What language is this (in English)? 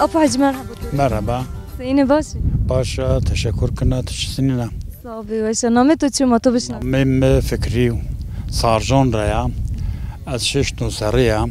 Zaza